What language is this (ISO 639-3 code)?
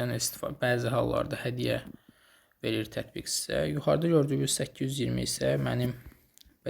aze